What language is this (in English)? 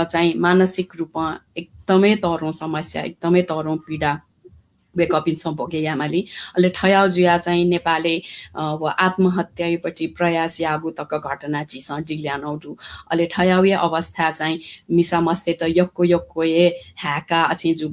Newari